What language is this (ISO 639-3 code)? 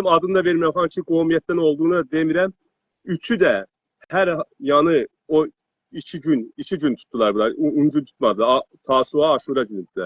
azb